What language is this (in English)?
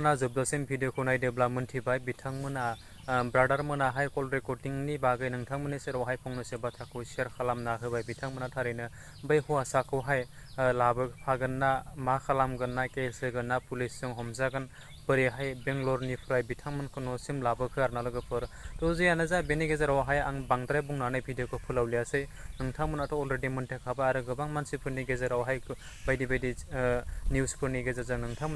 Bodo